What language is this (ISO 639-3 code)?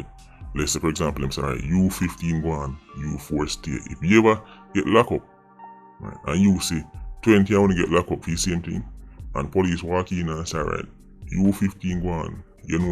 jam